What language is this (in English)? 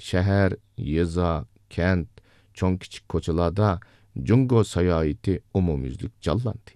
Uyghur